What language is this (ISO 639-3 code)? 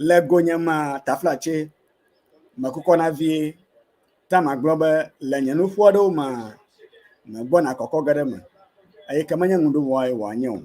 ewe